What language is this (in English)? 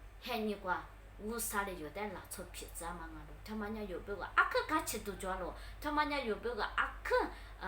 Lisu